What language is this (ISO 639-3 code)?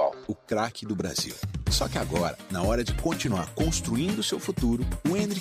por